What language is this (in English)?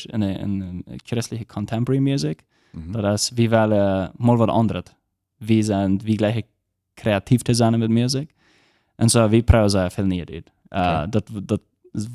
Plautdietsch